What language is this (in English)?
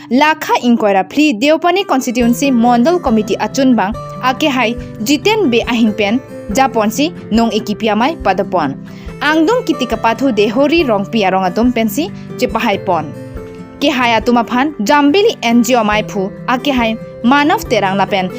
Karbi